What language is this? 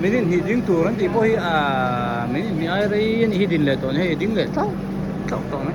Hmar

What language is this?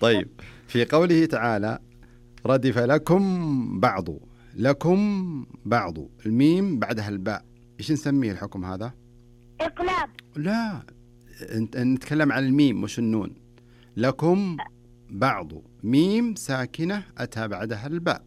Najdi Arabic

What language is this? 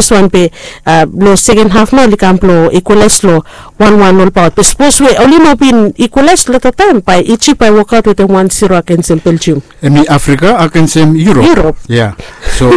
Bislama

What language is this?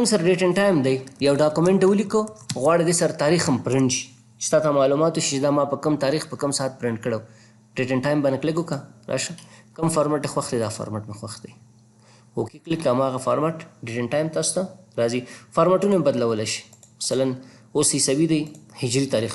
Pashto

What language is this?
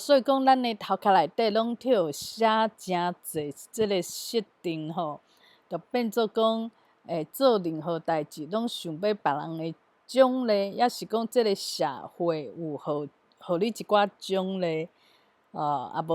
Min Nan Chinese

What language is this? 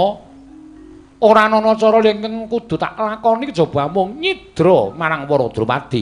Javanese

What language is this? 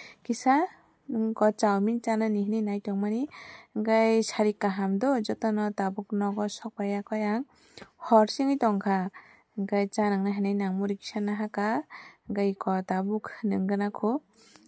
Kok Borok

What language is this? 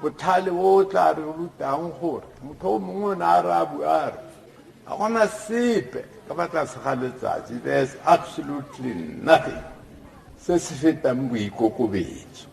Tswana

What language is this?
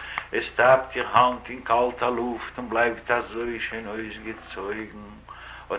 Yiddish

